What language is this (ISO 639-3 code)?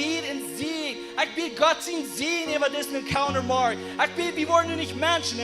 pdt